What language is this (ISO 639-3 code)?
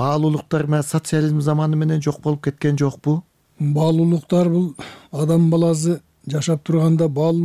kir